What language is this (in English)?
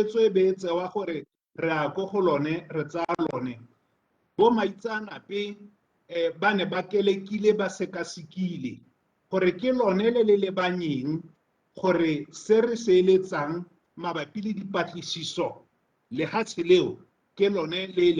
Tswana